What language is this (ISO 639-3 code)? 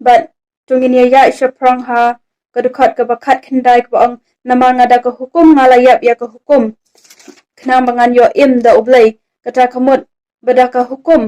kha